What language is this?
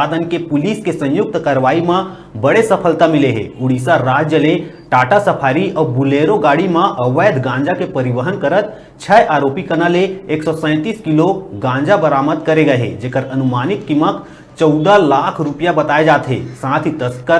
Chhattisgarhi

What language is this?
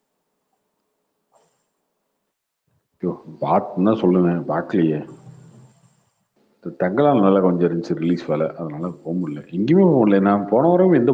Tamil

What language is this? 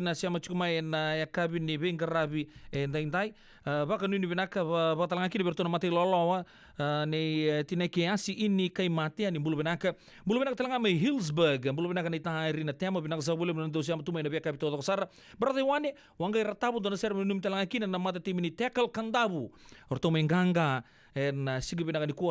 Fijian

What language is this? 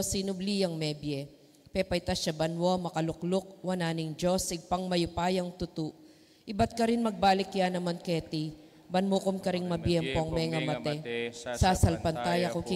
Pampanga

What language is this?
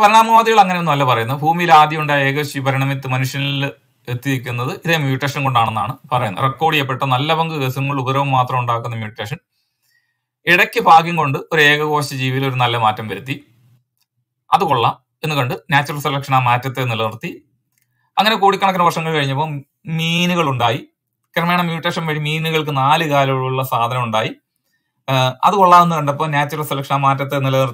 Malayalam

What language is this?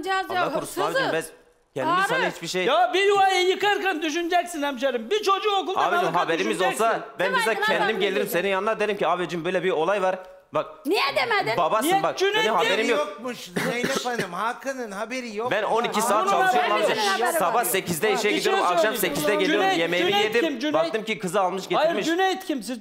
Turkish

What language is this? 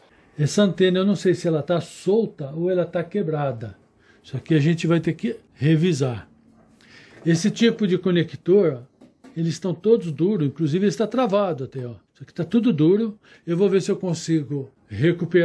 Portuguese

